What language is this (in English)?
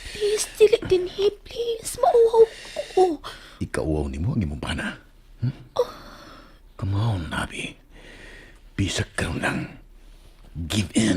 Cebuano